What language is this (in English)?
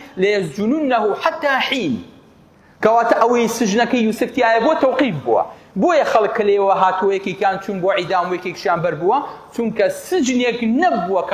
Central Kurdish